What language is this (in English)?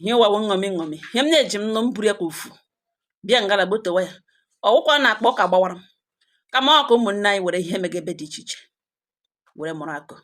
Igbo